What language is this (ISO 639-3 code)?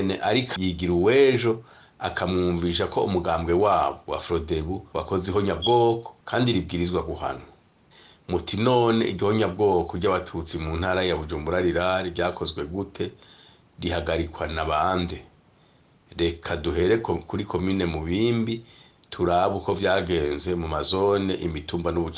run